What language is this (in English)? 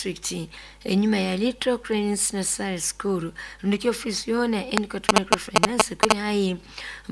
Nyoro